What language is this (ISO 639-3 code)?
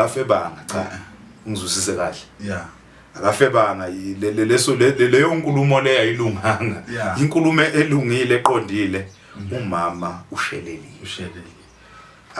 zul